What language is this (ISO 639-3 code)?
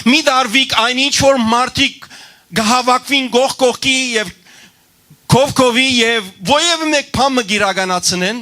hyw